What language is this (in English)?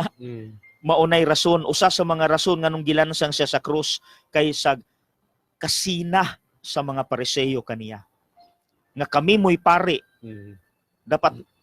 Cebuano